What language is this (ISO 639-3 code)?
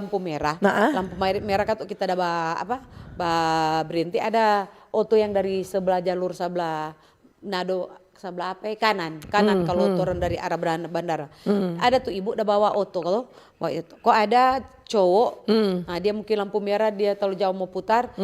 xmm